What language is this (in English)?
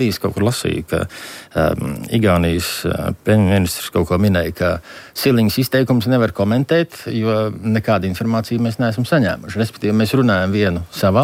Latvian